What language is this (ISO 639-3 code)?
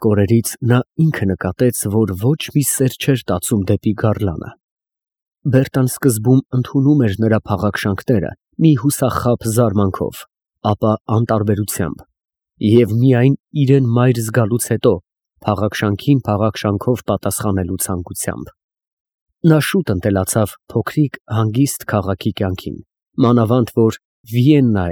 hye